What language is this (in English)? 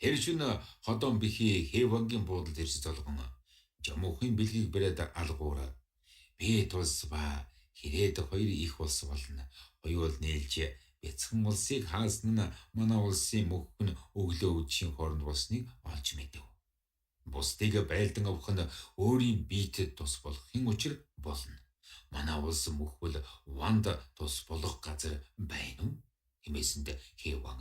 Mongolian